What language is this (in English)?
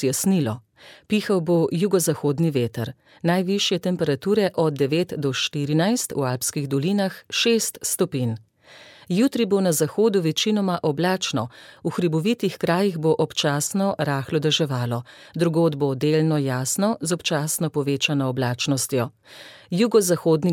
Slovenian